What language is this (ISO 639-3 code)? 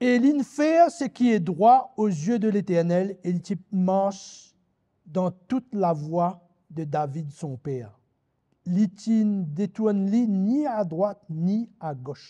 mfe